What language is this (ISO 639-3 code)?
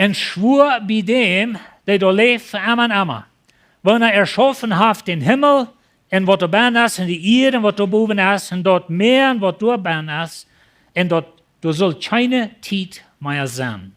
pdt